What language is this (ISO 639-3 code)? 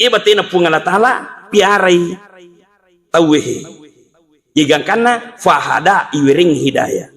bug